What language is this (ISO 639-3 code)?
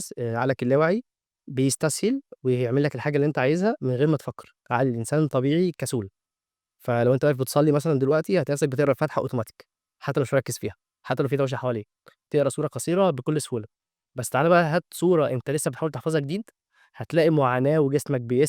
arz